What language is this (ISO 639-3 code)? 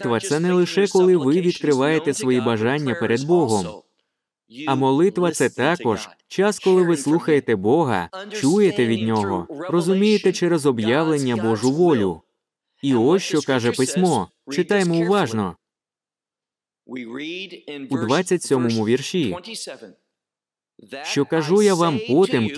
ukr